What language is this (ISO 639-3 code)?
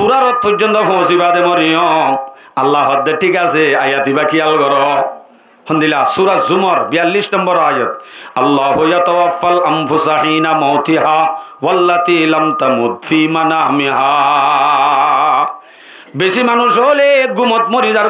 rhg